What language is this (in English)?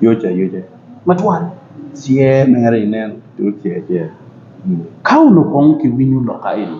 Acoli